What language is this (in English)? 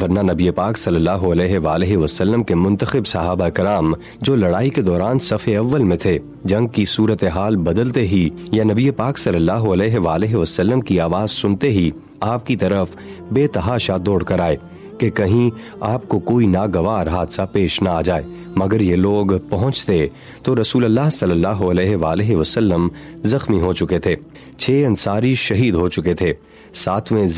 Urdu